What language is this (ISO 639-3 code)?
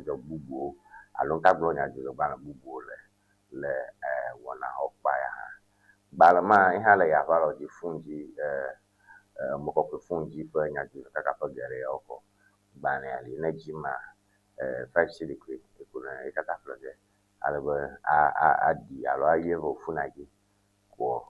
ewe